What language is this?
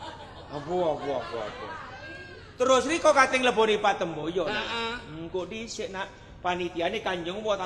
Javanese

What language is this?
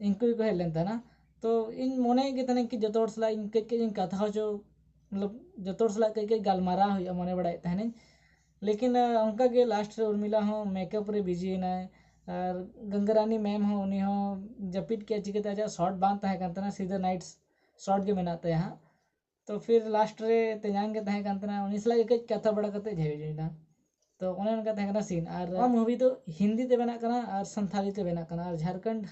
Santali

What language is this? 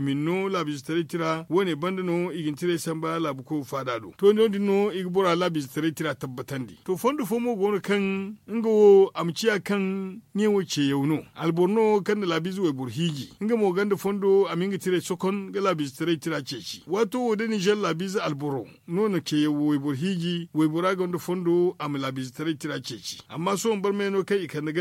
Zarma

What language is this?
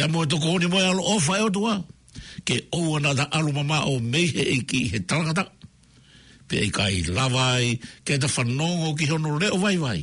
Tongan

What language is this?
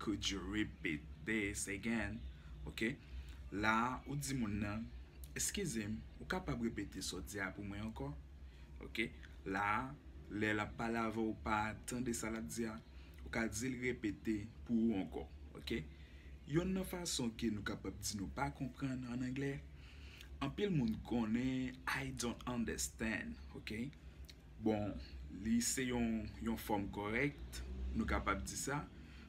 Haitian Creole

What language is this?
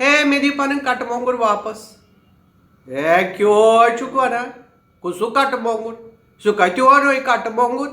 Kashmiri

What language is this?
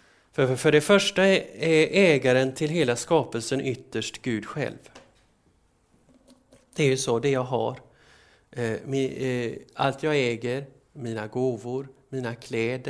Swedish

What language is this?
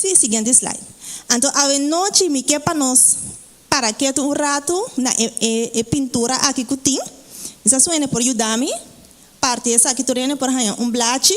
Papiamento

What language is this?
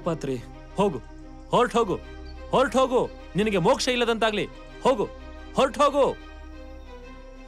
Kannada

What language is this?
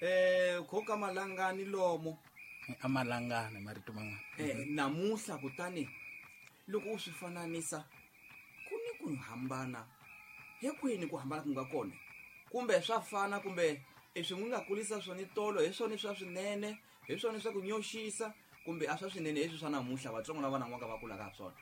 Tsonga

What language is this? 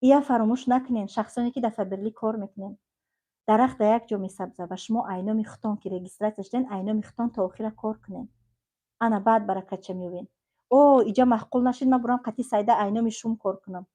Tajik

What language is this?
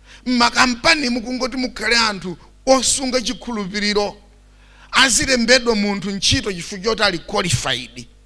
Nyanja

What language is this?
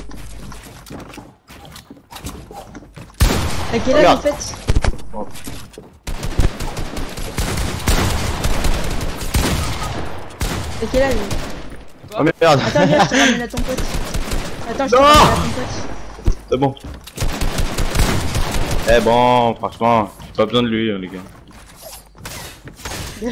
French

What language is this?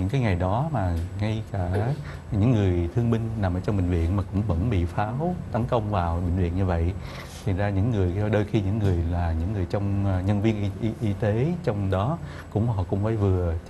Vietnamese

